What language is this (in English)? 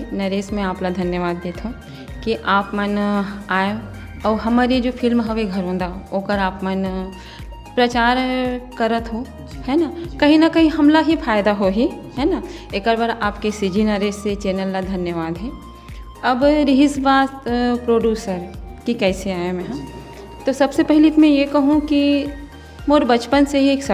Chhattisgarhi